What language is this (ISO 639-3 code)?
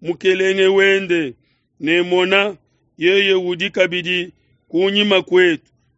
lua